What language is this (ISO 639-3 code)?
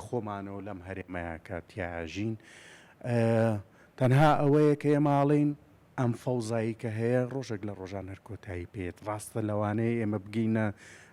ckb